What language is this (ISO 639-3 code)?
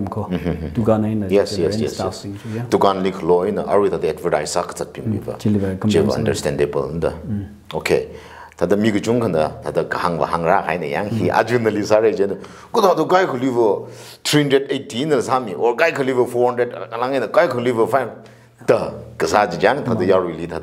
nmf